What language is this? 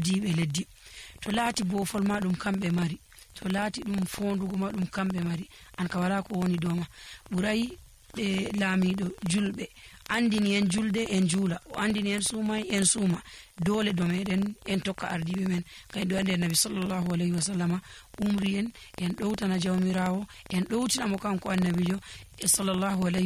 Fula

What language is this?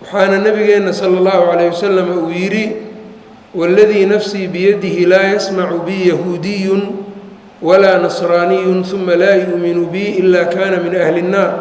Somali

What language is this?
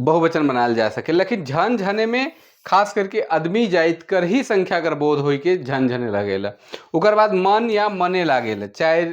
Sadri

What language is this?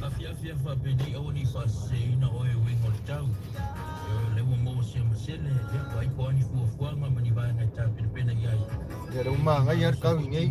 Samoan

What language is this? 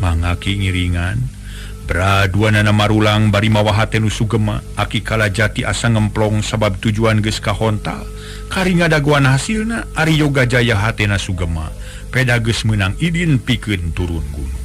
Sundanese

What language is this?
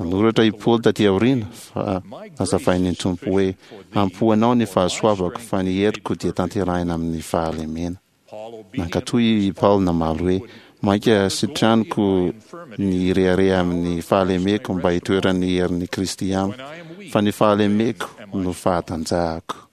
Malagasy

